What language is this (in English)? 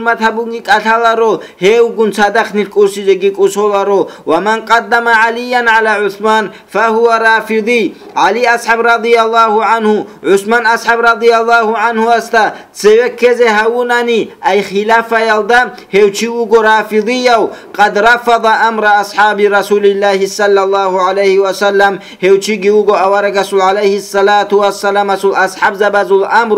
Avaric